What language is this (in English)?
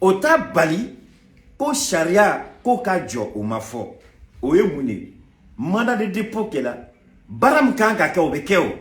Bambara